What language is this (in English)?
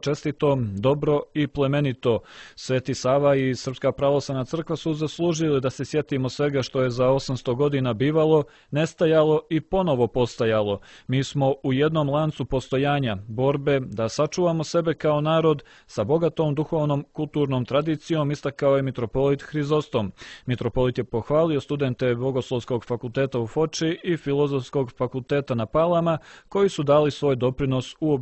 Serbian